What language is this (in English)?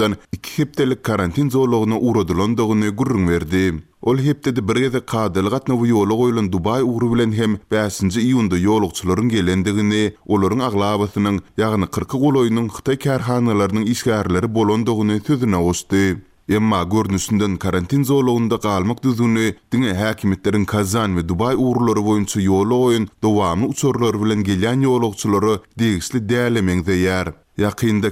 Turkmen